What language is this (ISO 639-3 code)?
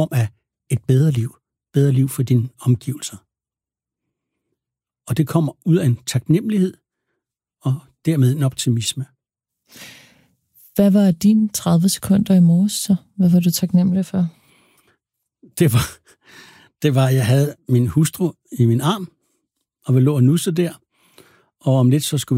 dan